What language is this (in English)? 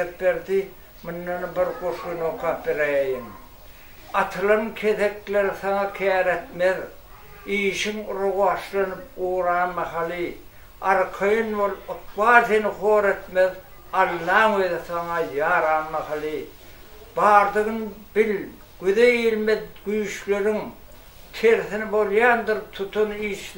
Turkmen